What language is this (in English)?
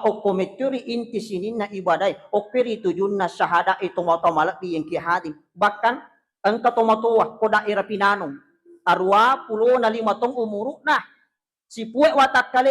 Buginese